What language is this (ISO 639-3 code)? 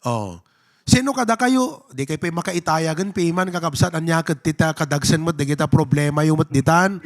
ilo